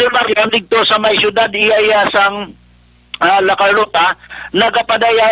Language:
Hiligaynon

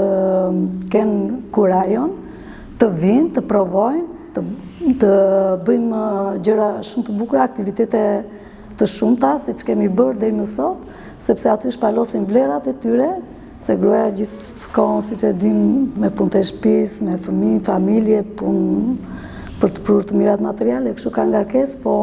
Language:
Albanian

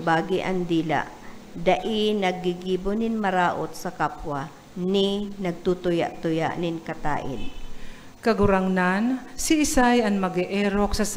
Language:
Bikol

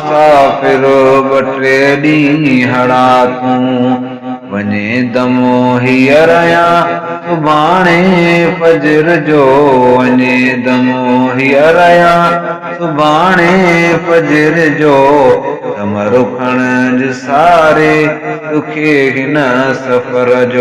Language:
Sindhi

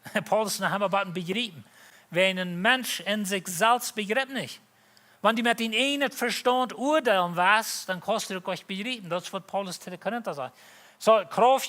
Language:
Plautdietsch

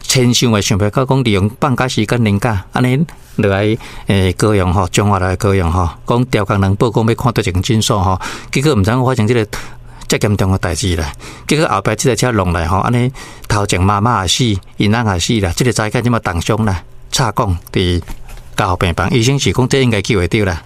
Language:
Min Nan Chinese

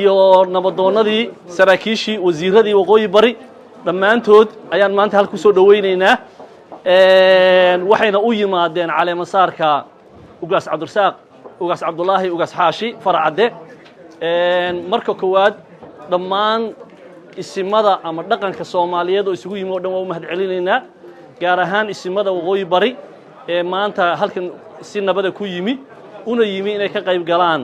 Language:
Somali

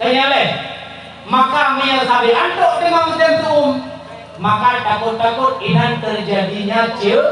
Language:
Achinese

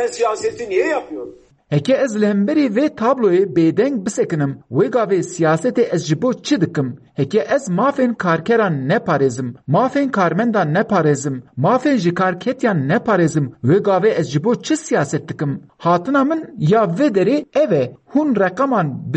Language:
Kurdish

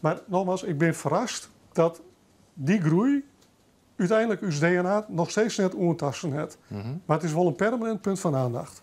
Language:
Western Frisian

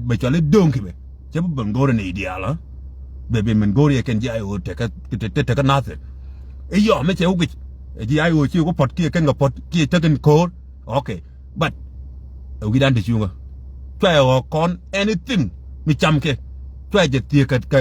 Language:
Nuer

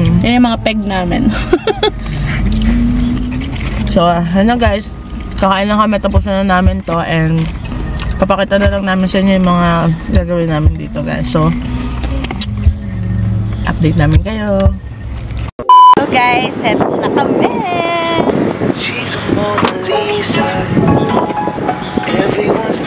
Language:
Filipino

